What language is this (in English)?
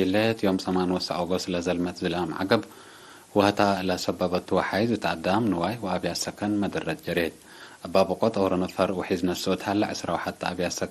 Tigre